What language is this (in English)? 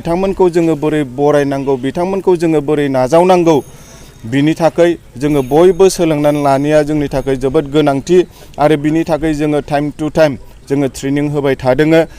Bodo